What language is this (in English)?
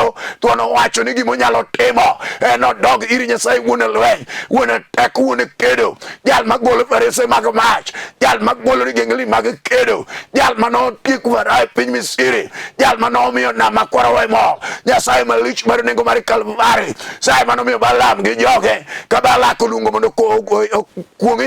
Luo (Kenya and Tanzania)